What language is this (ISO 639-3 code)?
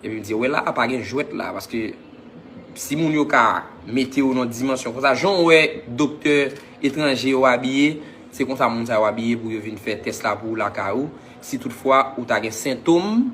hat